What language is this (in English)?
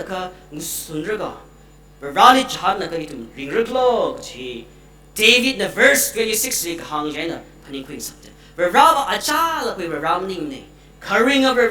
Tangkhul Naga (India)